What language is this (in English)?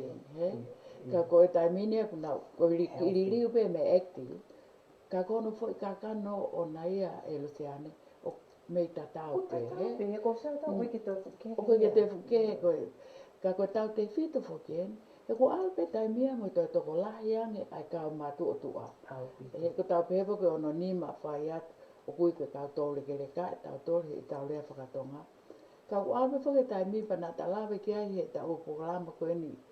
Tongan